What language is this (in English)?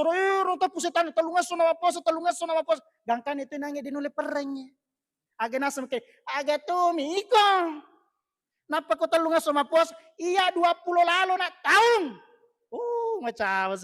Buginese